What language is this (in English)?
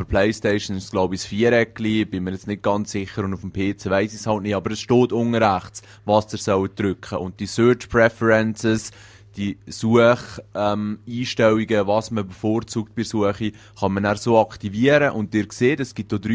Swiss German